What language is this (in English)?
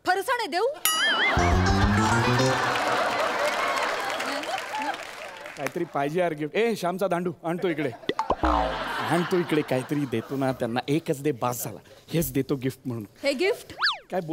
Marathi